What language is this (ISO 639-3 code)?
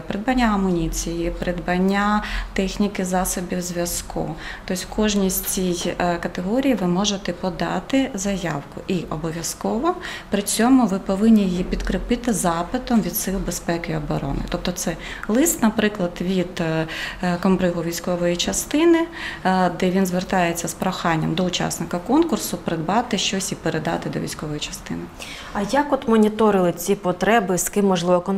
ukr